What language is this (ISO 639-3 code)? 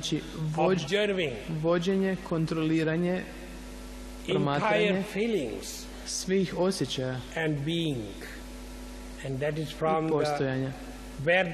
hrv